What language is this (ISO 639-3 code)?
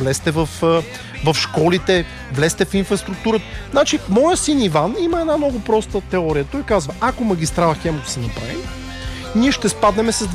bul